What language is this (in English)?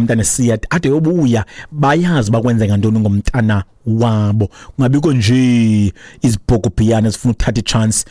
Xhosa